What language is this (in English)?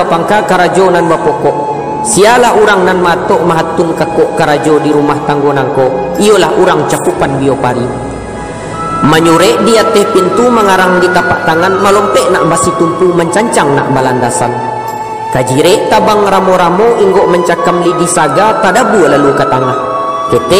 Minangkabau